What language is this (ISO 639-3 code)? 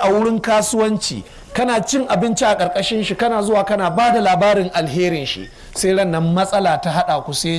hau